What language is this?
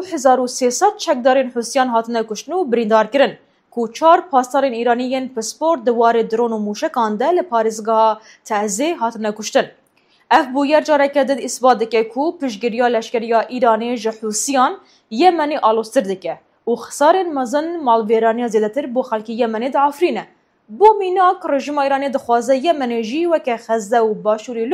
Kurdish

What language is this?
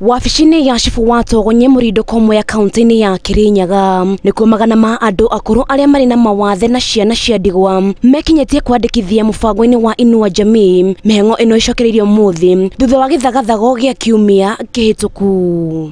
Kikuyu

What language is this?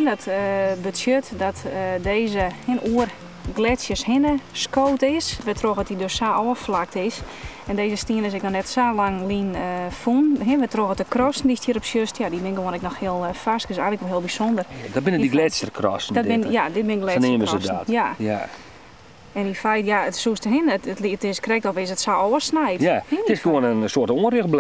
Western Frisian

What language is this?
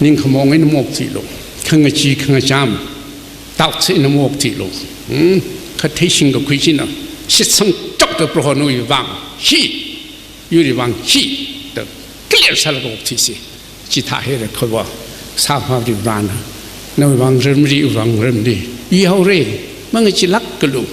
Tangkhul Naga (India)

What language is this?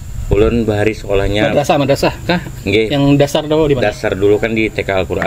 Banjar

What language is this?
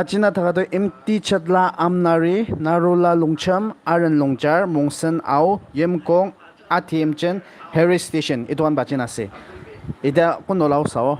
Naga Pidgin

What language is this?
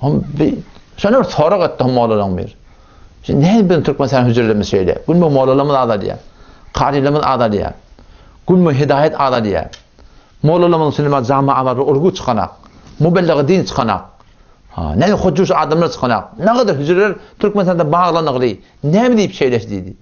Turkmen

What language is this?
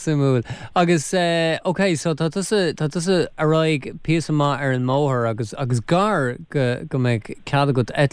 Irish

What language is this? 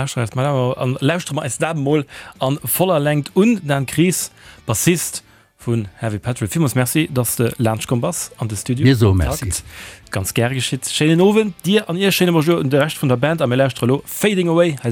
Luxembourgish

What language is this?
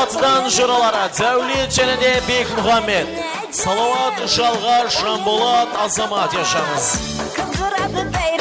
Kara-Kalpak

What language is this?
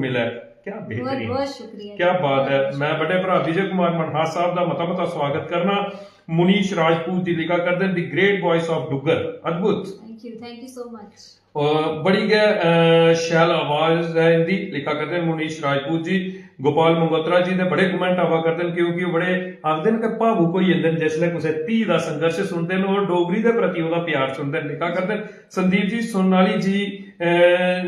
Dogri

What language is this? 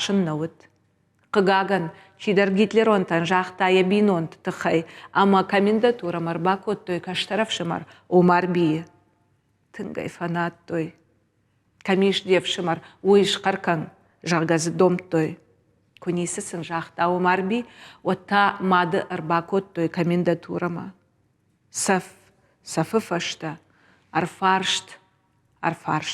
Ossetic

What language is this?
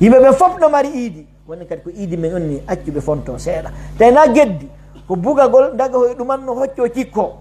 Pular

